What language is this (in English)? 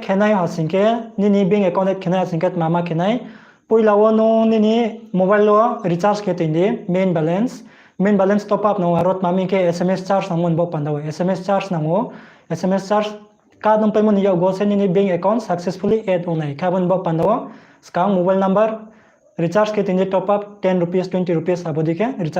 Riang (India)